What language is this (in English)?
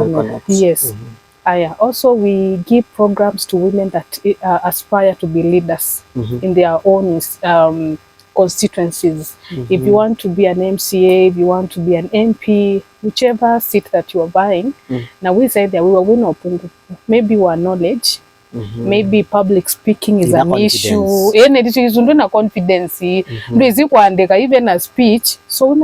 Kamba